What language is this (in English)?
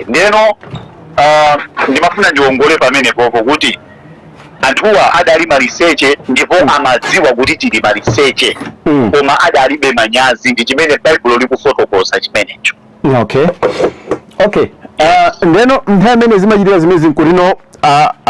Nyanja